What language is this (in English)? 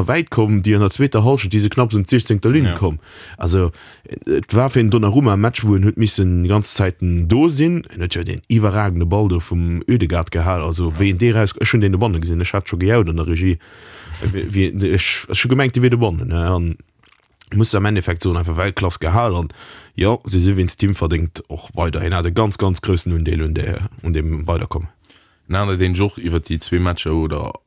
Luxembourgish